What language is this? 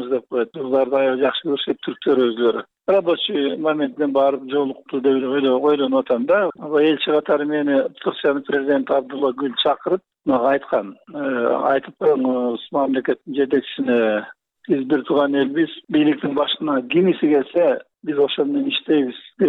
Kyrgyz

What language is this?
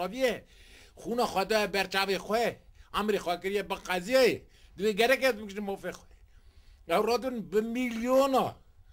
Kurdish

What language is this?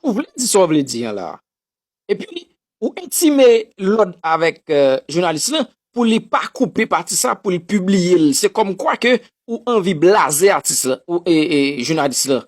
Haitian Creole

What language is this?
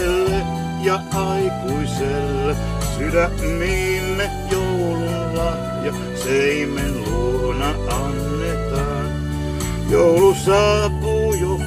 Finnish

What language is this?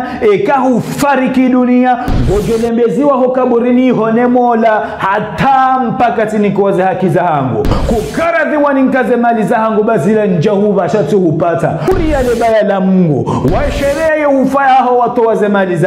Ngazidja Comorian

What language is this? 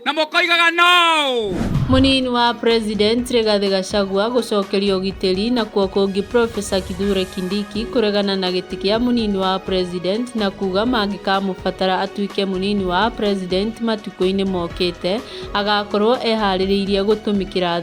Kikuyu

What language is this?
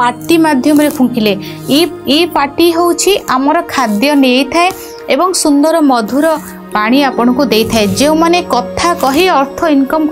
Odia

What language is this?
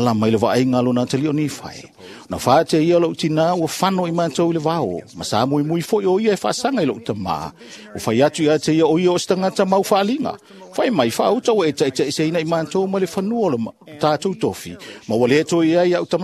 Samoan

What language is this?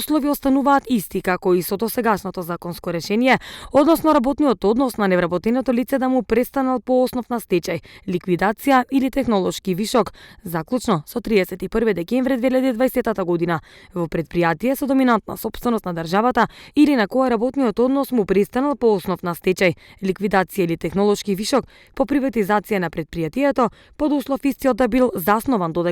Macedonian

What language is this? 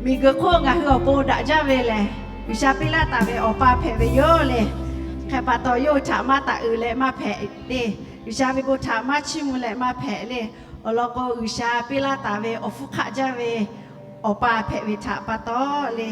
Lahu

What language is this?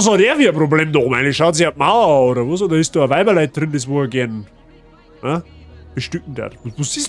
Bavarian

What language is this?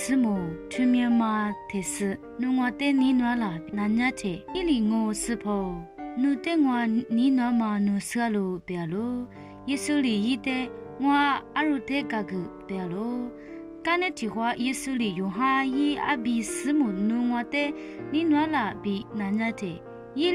Lisu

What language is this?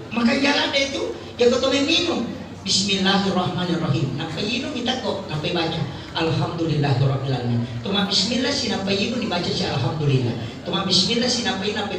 Buginese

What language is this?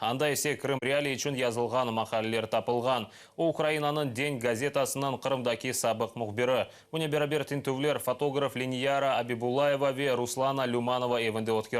Crimean Tatar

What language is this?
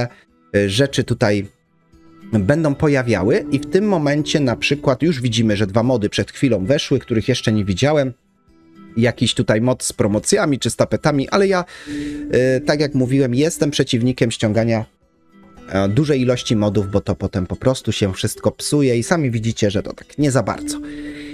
Polish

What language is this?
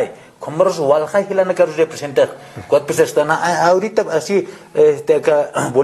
Aymara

